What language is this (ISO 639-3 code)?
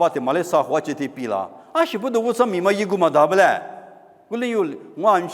lis